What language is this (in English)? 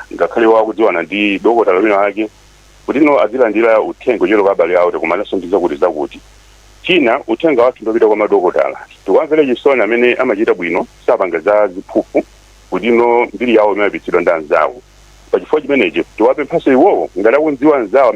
Nyanja